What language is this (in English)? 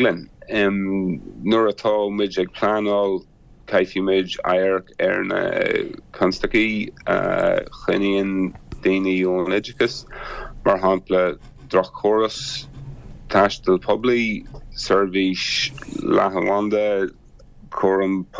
Irish